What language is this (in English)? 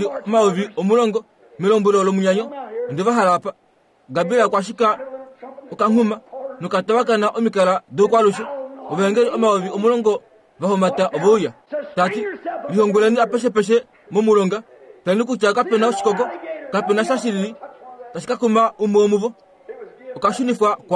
Kuanyama